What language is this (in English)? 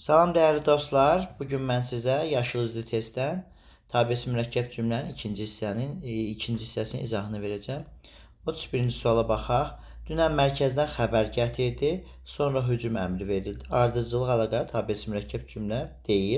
Azerbaijani